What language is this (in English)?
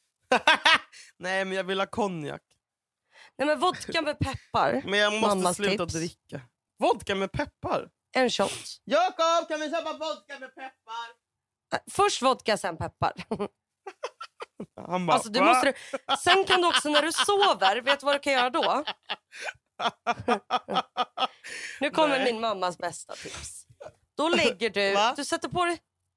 Swedish